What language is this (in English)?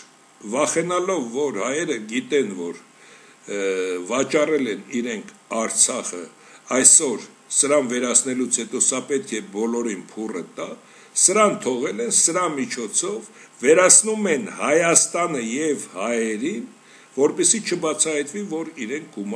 Armenian